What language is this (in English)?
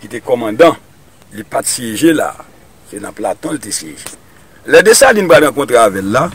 Haitian Creole